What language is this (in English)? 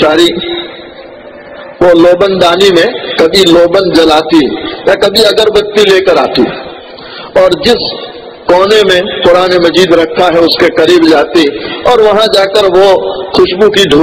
Urdu